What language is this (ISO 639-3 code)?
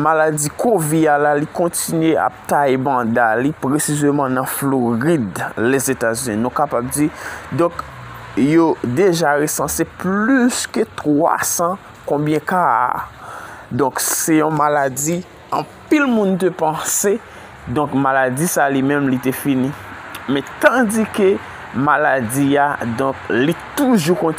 hat